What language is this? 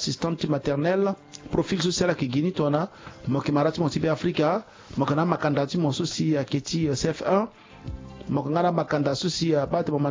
Sango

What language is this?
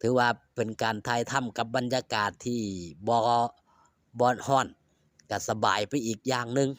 Northeastern Thai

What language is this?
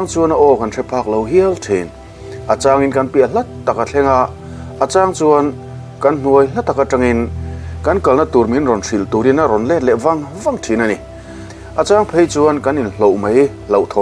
Mizo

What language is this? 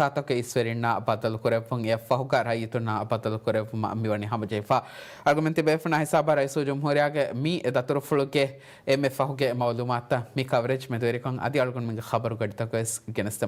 Divehi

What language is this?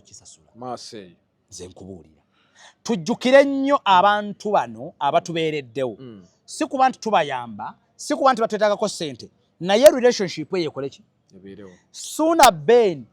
Ganda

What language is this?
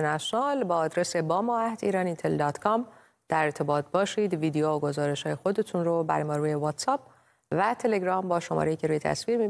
Persian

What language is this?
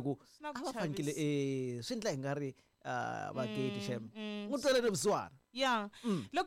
Tsonga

